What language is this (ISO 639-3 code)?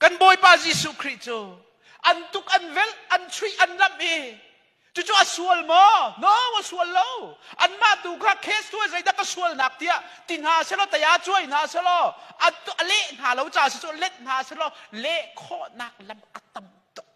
cnh